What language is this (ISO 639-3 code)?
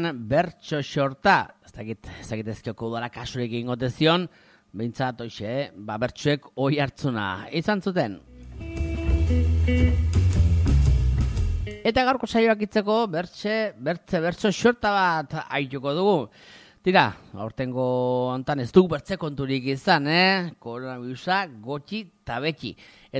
eus